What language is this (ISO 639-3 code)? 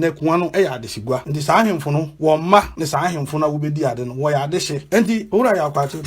aka